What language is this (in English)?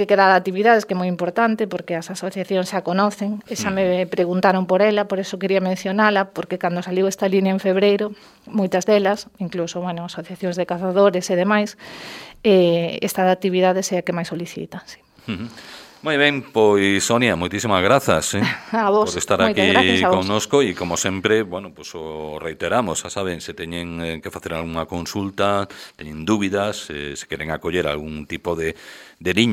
Galician